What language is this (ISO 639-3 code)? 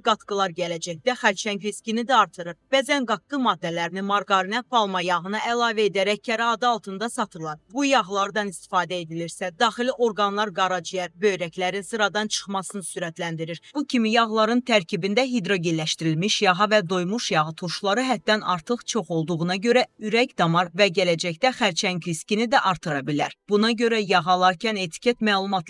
aze